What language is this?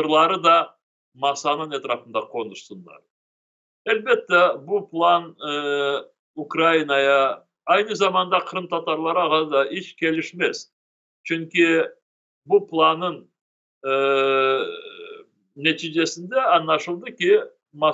Crimean Tatar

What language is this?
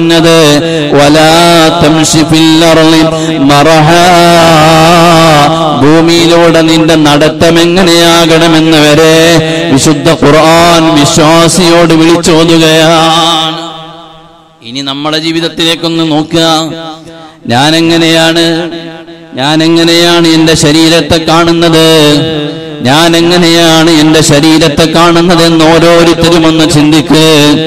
Malayalam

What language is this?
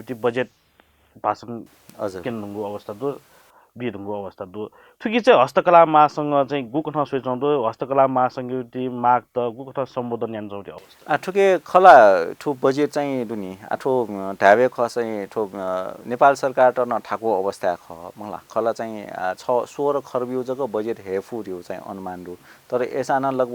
Newari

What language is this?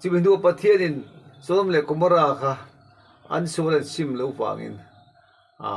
Mizo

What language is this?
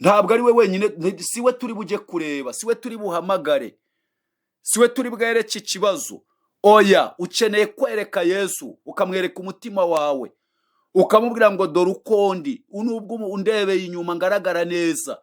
Kinyarwanda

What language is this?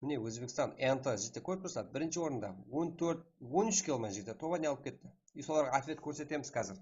Kara-Kalpak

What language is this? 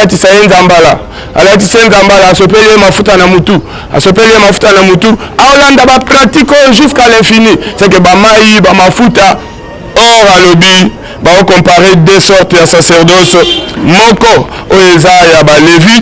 Lingala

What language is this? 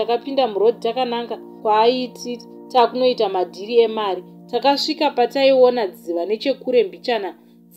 Shona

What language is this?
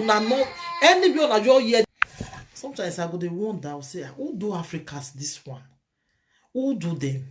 Nigerian Pidgin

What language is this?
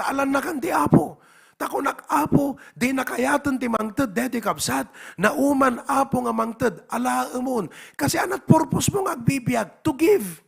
Iloko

